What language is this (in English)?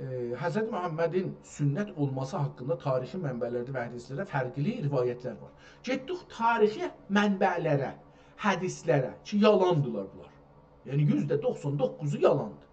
South Azerbaijani